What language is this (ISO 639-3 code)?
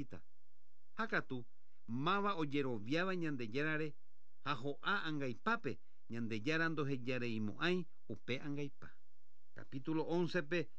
grn